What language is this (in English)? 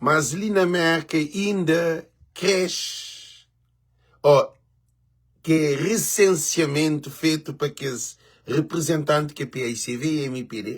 Kabuverdianu